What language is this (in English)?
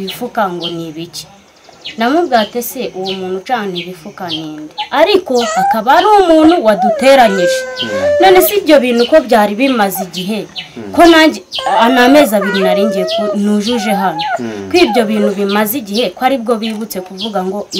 Kinyarwanda